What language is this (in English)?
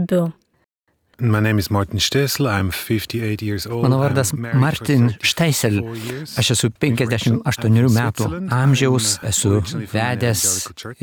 Lithuanian